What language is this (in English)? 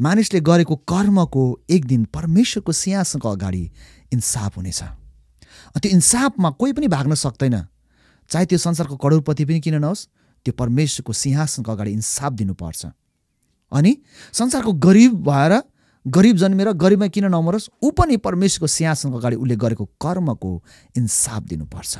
Nepali